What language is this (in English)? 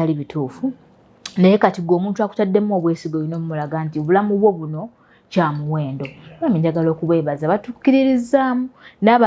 Ganda